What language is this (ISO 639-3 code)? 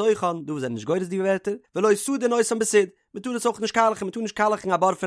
yid